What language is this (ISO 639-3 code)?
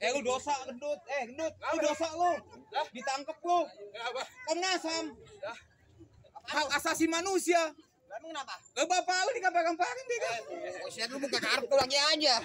bew